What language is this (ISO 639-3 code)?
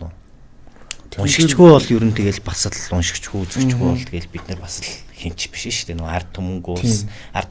mon